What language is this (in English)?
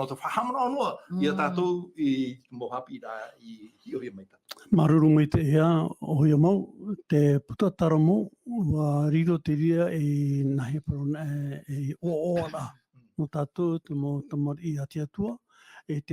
Tahitian